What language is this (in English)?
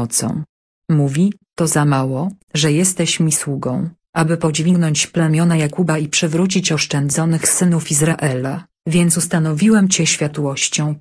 Polish